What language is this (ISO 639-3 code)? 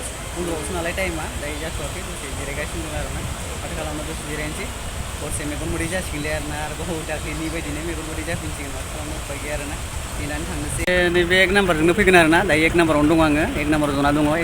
brx